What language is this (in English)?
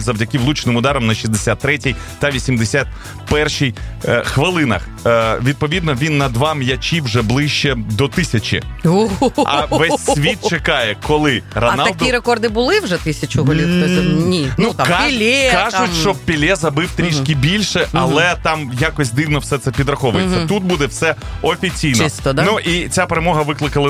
Ukrainian